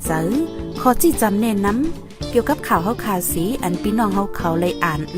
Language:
Shan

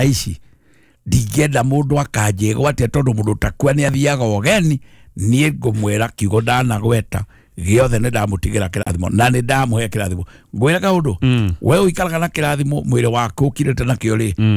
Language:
Kikuyu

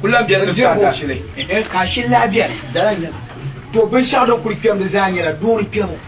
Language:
Dagbani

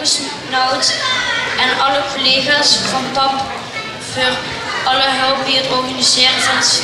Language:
Limburgish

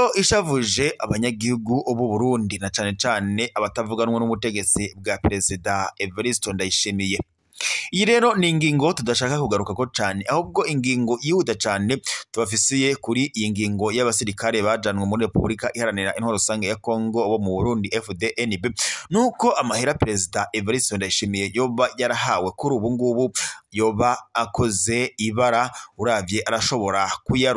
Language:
Rundi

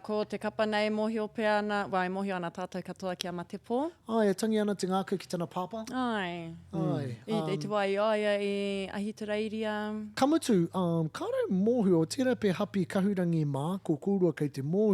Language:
Māori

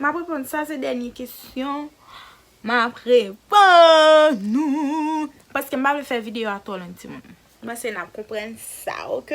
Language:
Haitian Creole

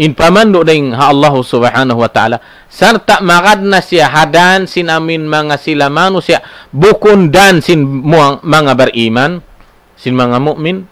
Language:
Tausug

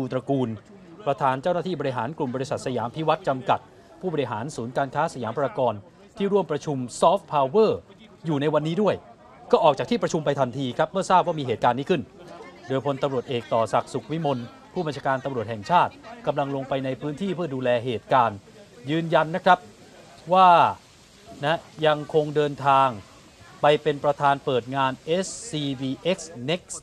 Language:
Thai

